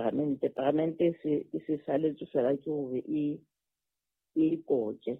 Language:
Southern Sotho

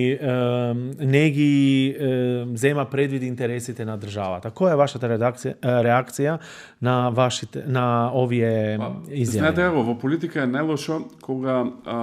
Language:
Macedonian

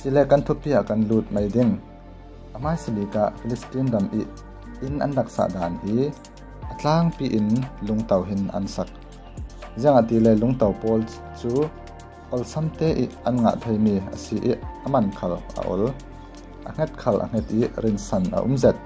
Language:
Falam Chin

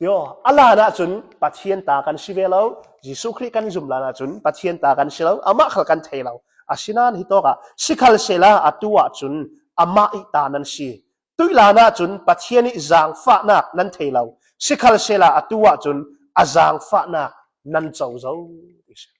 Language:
Hakha Chin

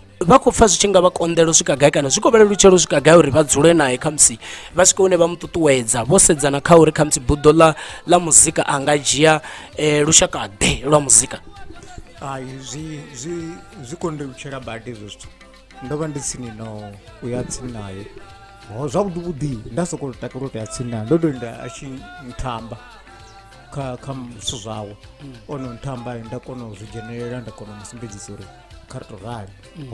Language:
Venda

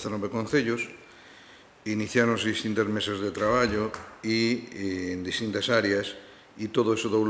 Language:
Galician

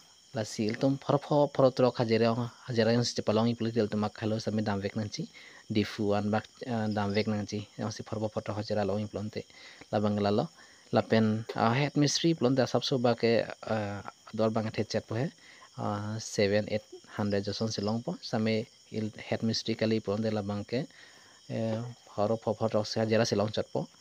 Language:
Karbi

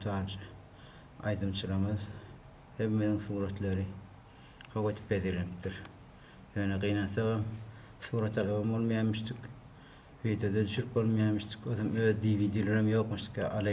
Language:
Turkmen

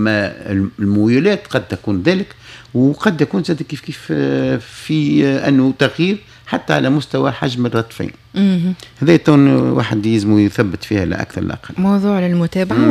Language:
Tunisian Arabic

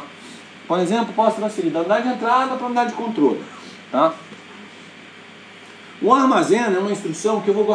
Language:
Portuguese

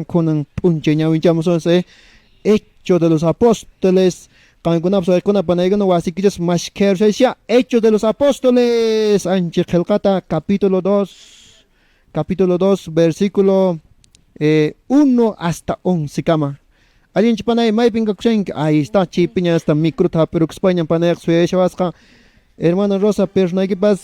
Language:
Quechua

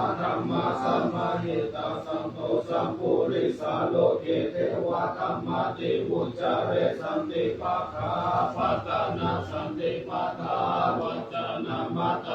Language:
Pali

